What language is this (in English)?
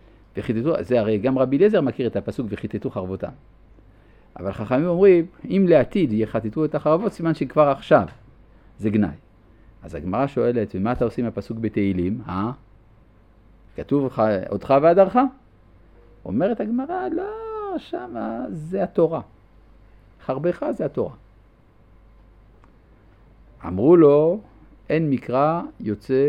Hebrew